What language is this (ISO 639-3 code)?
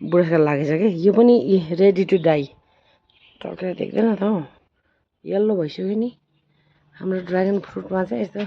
nep